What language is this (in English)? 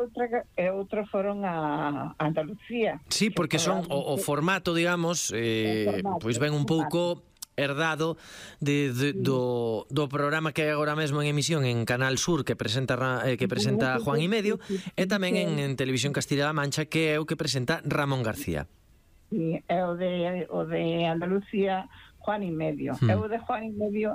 Galician